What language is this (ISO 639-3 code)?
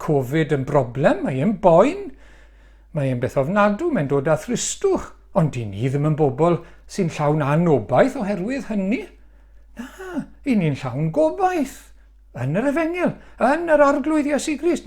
cym